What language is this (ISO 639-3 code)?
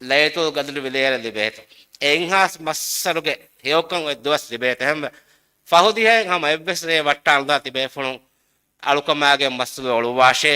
div